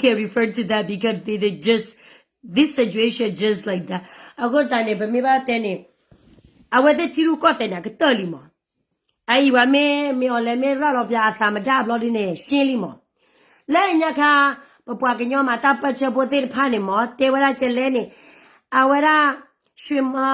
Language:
S'gaw Karen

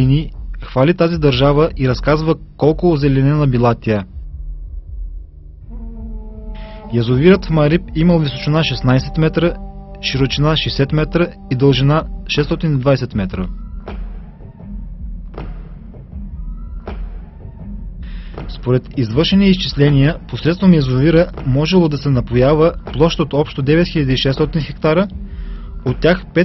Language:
Bulgarian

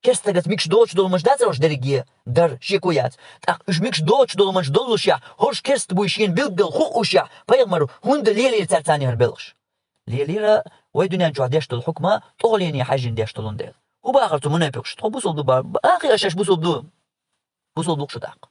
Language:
Chechen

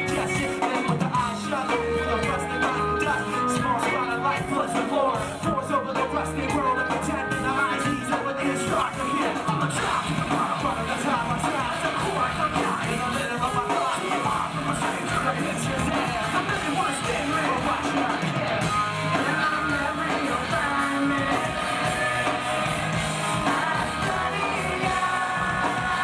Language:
English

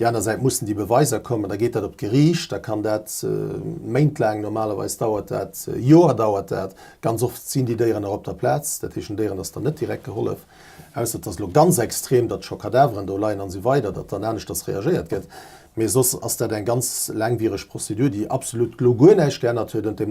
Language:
Luxembourgish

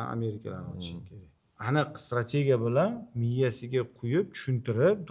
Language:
Uzbek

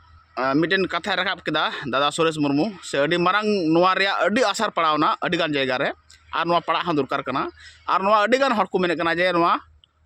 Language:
Santali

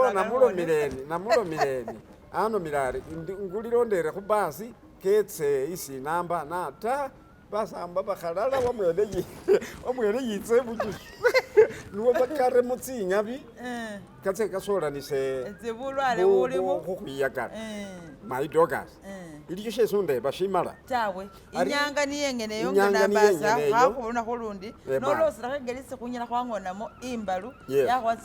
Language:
Masaaba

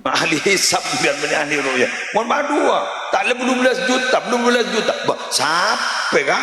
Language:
Madurese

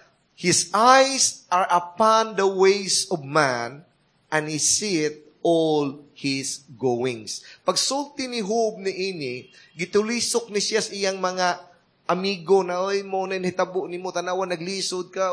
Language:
Cebuano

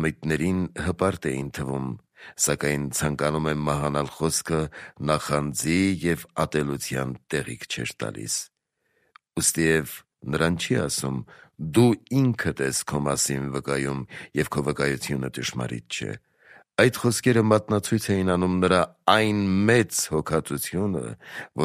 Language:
Armenian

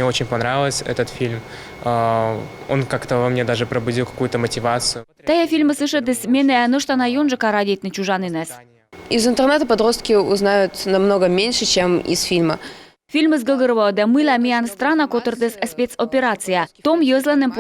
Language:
Komi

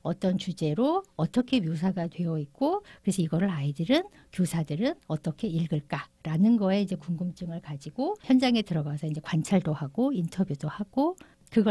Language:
Korean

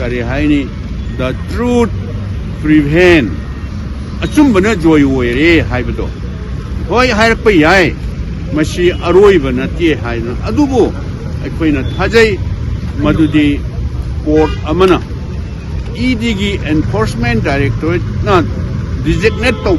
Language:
Manipuri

